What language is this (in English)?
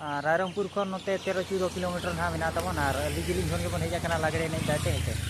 Santali